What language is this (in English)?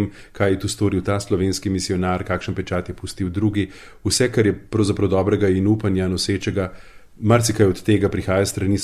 Slovenian